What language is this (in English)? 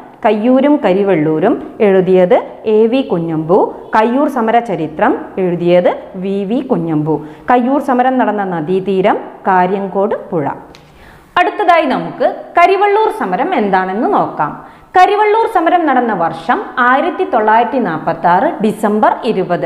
Malayalam